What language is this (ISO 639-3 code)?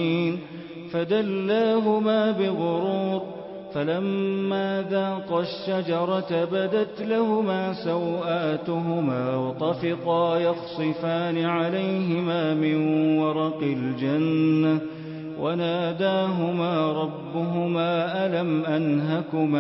ara